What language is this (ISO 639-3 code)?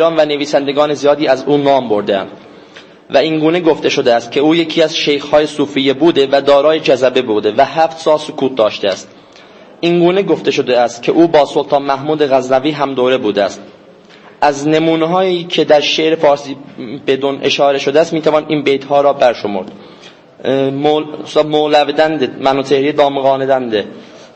azb